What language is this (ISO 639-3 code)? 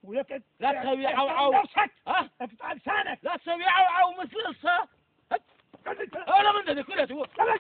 acm